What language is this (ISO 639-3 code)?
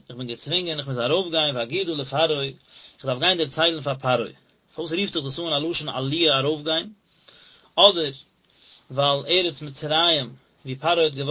yid